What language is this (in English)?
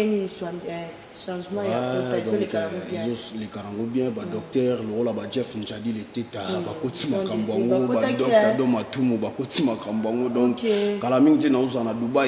Lingala